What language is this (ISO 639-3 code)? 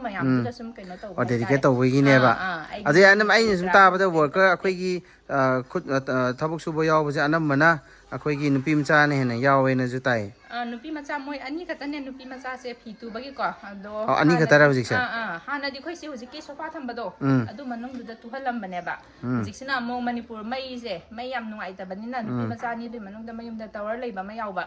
mni